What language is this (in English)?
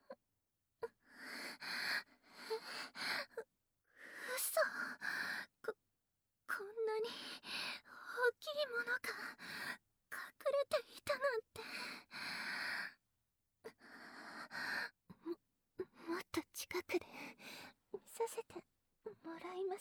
Japanese